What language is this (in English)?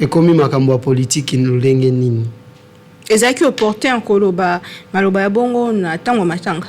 Lingala